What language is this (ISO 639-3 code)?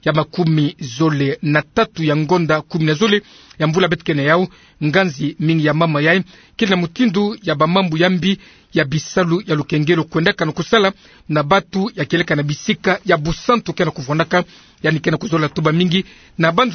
ktu